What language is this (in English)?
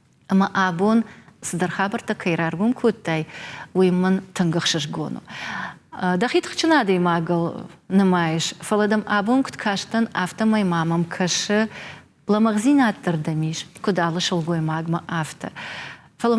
Ossetic